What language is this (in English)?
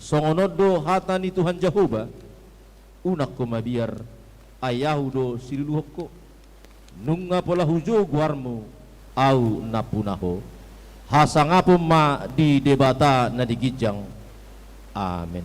Batak Toba